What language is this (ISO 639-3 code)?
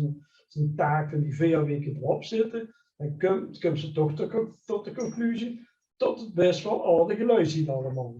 lim